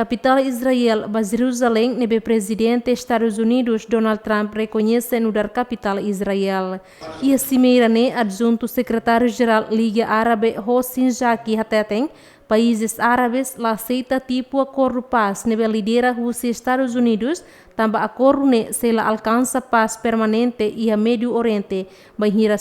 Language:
Tetum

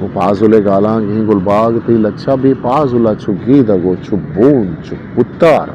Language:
Eastern Balochi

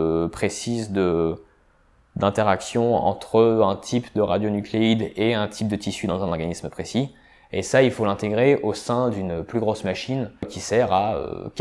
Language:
French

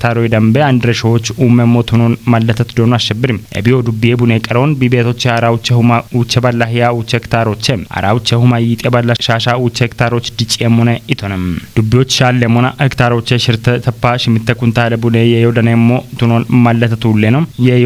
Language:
Kafa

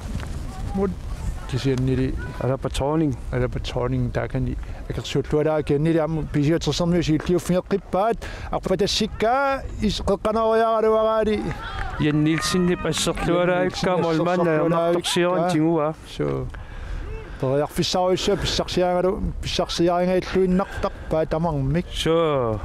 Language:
Kalaallisut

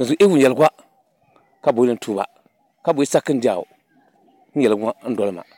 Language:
Dagbani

